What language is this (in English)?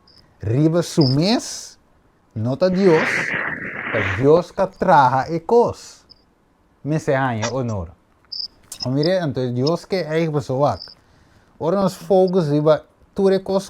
Papiamento